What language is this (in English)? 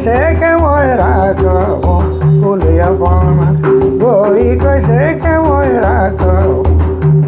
Sadri